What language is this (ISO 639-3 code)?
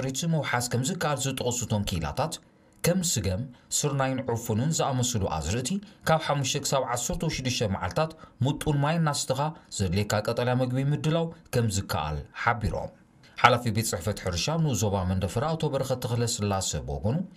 tir